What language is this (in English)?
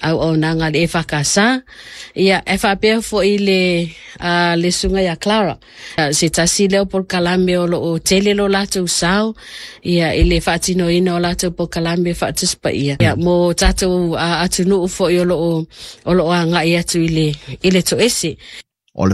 Samoan